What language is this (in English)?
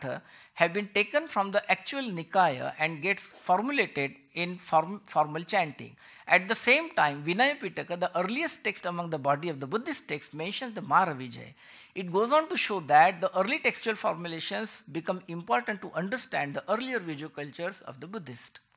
English